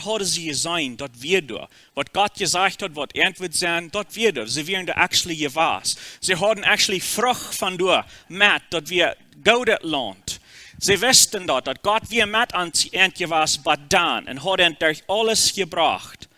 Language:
Plautdietsch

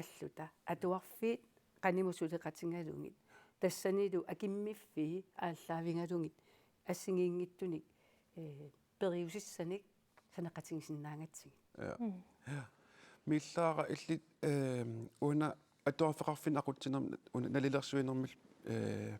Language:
Kalaallisut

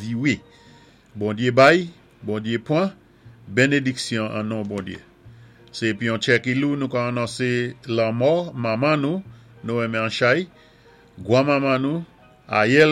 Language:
Saint Lucian Creole French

